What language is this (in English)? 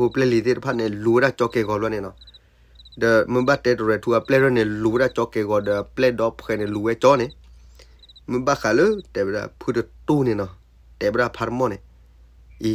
S'gaw Karen